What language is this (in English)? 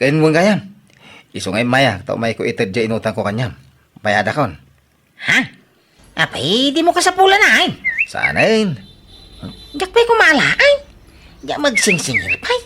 Iloko